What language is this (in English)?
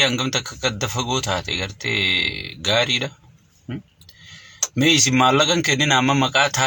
Oromo